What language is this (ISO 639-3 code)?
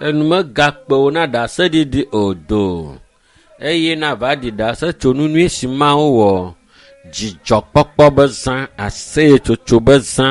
ewe